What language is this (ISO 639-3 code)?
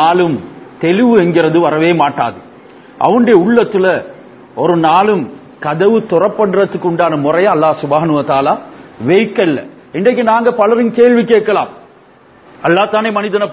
tam